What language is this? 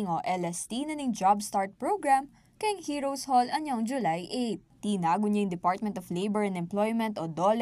Pampanga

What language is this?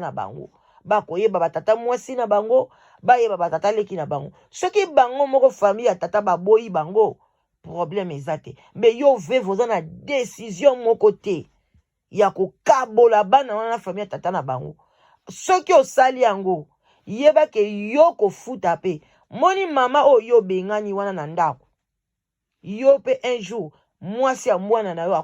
Lingala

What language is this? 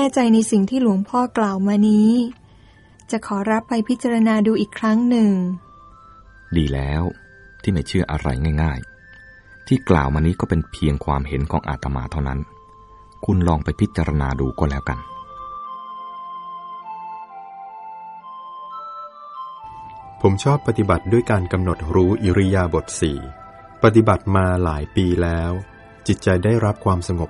Thai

